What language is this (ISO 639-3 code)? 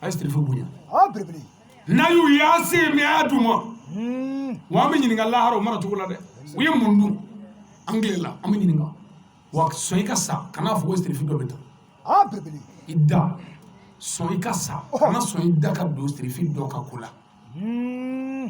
bam